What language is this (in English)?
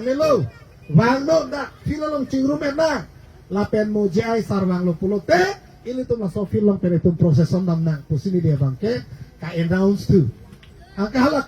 Karbi